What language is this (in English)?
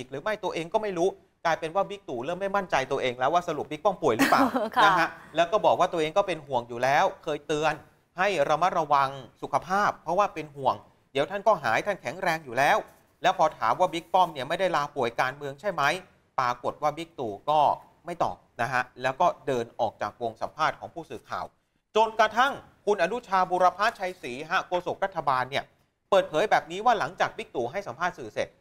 Thai